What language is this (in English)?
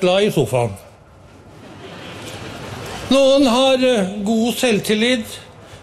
Norwegian